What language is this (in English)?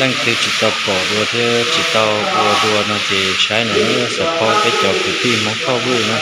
Hmong